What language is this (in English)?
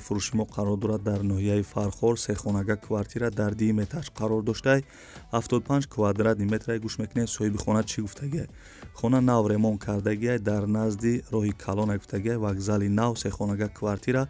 Tajik